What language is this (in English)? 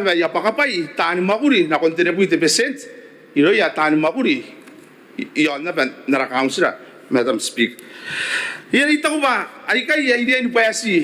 Gilbertese